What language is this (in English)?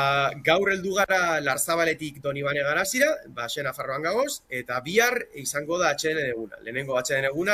Basque